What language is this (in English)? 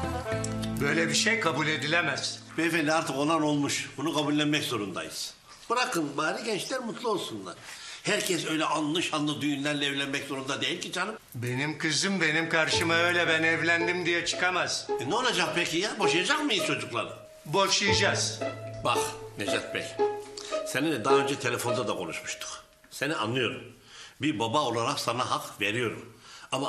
Turkish